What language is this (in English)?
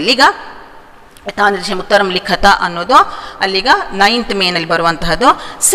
Kannada